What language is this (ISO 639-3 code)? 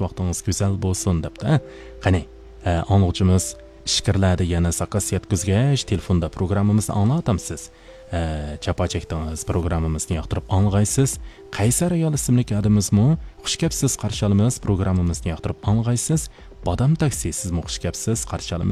uig